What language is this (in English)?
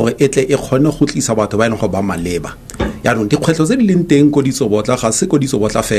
Tswana